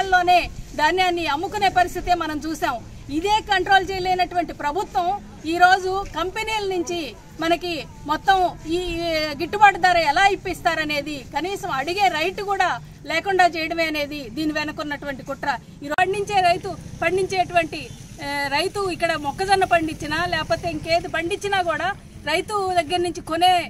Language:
Telugu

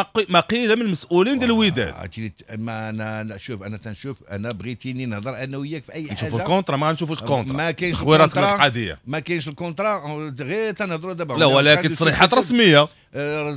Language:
Moroccan Arabic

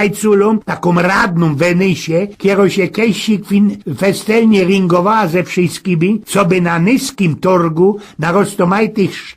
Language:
Silesian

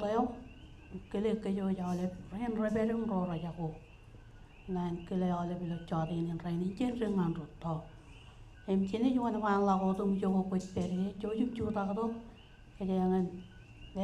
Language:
Marshallese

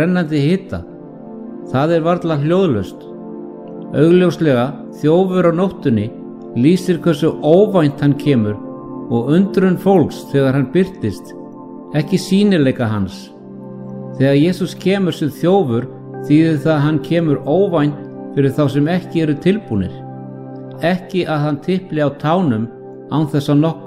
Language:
Icelandic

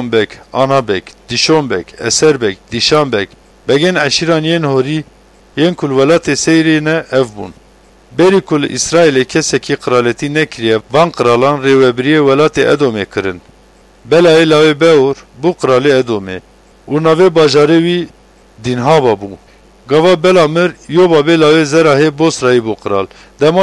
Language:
Kurdish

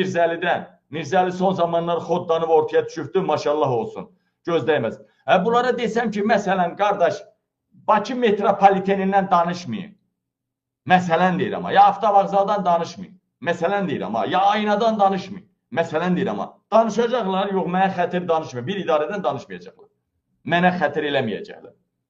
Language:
Azerbaijani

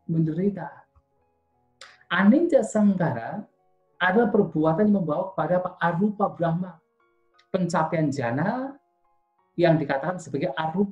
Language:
Indonesian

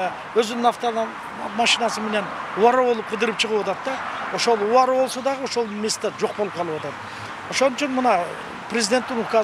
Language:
Kyrgyz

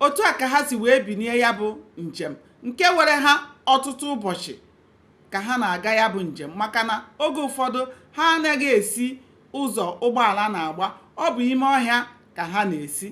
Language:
Igbo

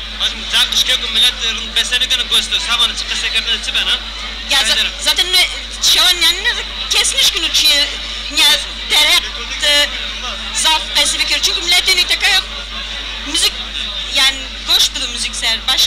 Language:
Zaza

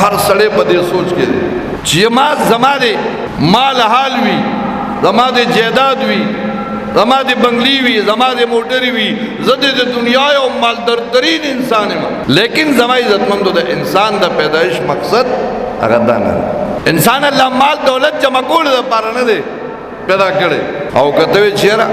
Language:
Pashto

